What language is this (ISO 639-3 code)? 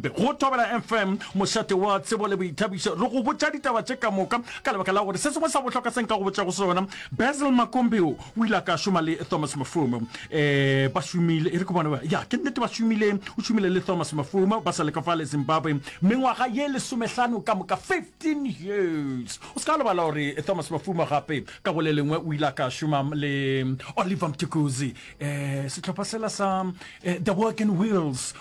nso